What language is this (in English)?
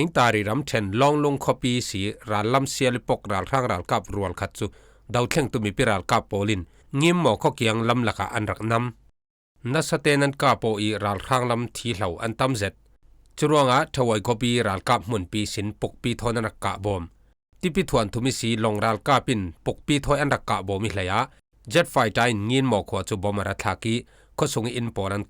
Falam Chin